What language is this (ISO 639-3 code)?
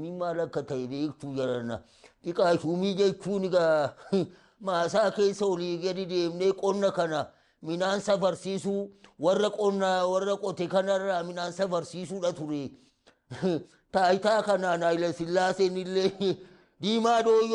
orm